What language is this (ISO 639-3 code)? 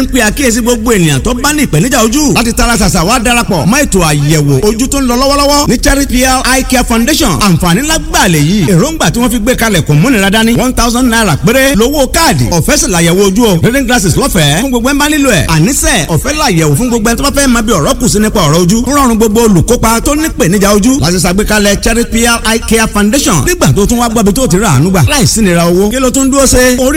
yor